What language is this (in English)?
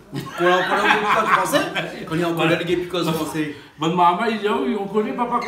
Réunion Creole French